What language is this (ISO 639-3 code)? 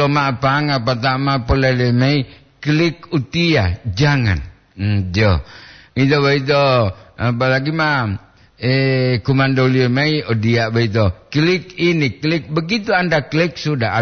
gor